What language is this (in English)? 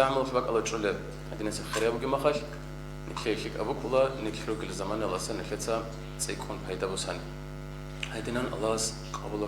Avaric